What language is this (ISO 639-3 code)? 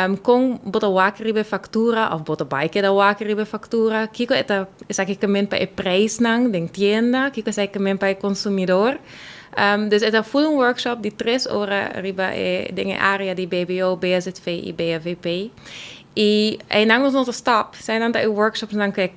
pap